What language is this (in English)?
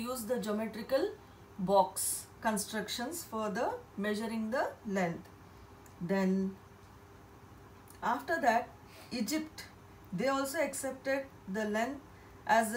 English